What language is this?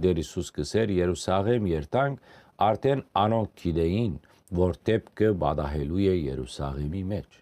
Western Armenian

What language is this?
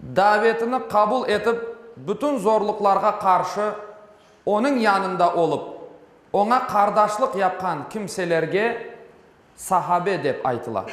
Crimean Tatar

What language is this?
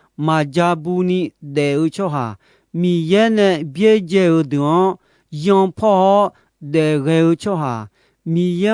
Akha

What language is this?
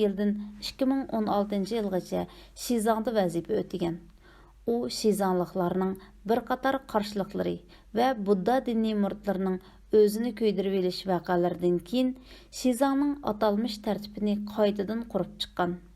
Uyghur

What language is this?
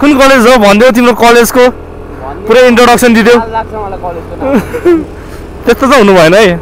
Nepali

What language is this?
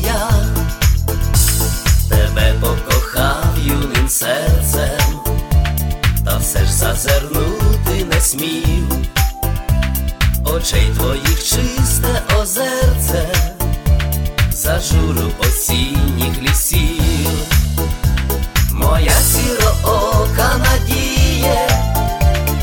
Ukrainian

